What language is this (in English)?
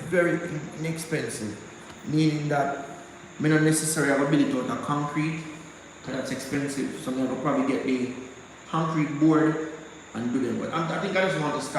Jamaican Creole English